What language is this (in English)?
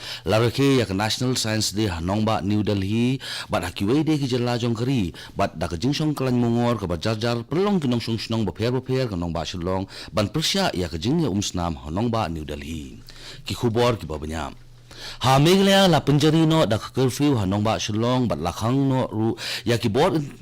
Khasi